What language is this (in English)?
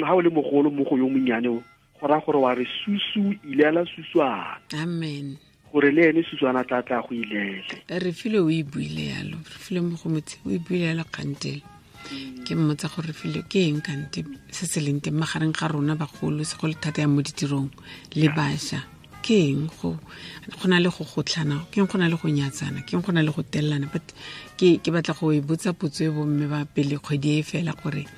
Tswana